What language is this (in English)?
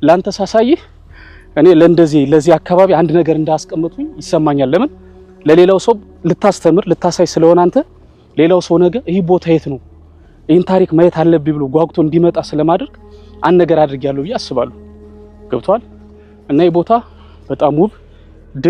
Amharic